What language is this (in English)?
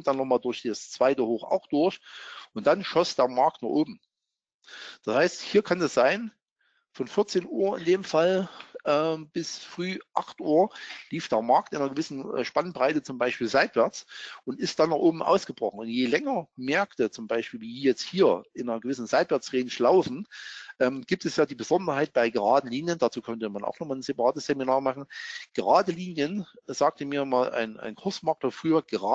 German